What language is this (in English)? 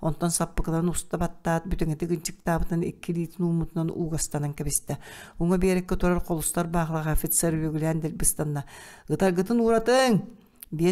Yakut